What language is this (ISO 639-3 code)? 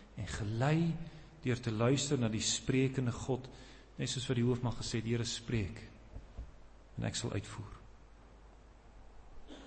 afr